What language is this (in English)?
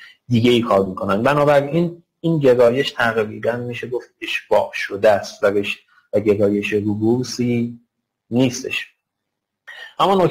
Persian